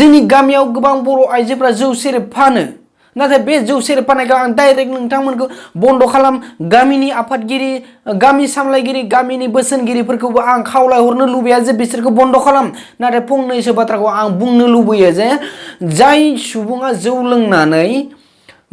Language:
Bodo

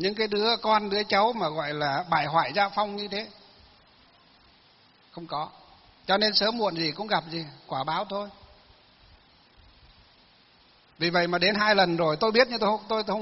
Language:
Vietnamese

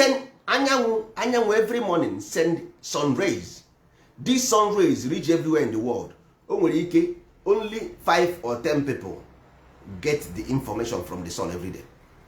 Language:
Igbo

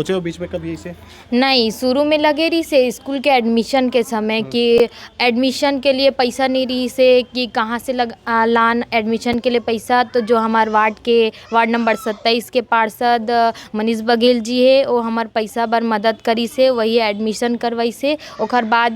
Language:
Chhattisgarhi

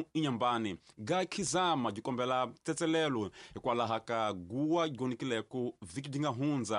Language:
Tsonga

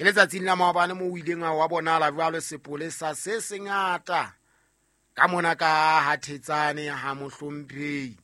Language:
Southern Sotho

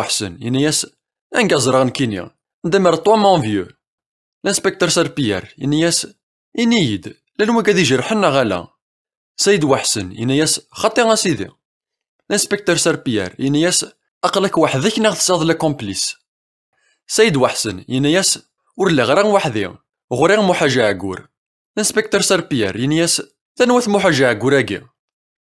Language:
Kabyle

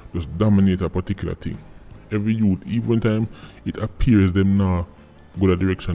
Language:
Jamaican Creole English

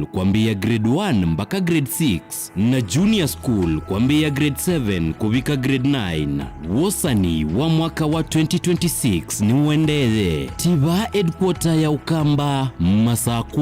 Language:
Kamba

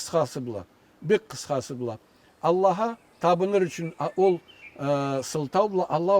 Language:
Karachay-Balkar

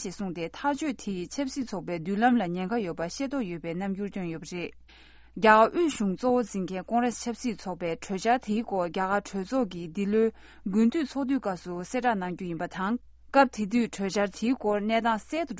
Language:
Tibetan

